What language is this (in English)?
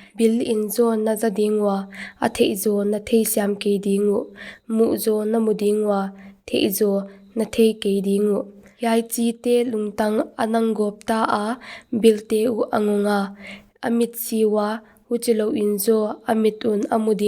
Paite Chin